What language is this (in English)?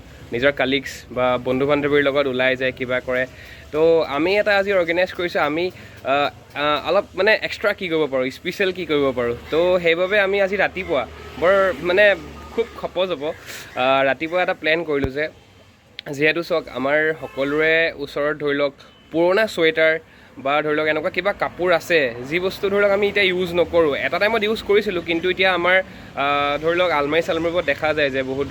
Assamese